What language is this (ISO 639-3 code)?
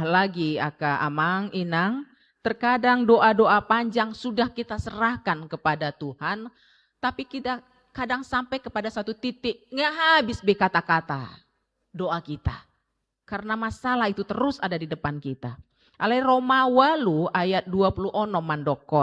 bbc